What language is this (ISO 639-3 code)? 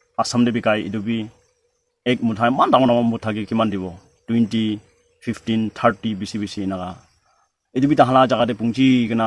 nag